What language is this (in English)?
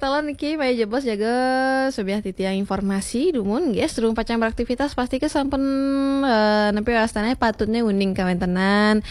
Balinese